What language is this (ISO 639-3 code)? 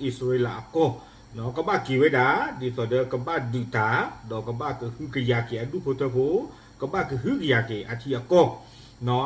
ksw